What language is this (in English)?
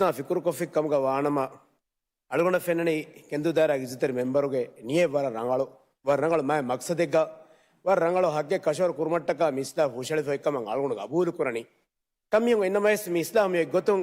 Divehi